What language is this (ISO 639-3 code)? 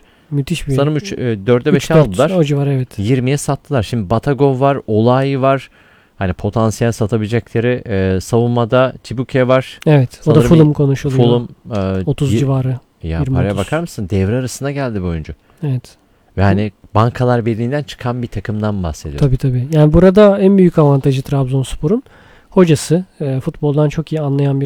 tur